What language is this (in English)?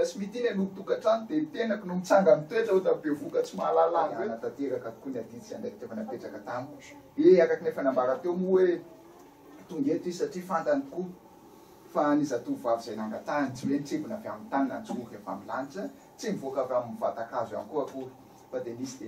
Malagasy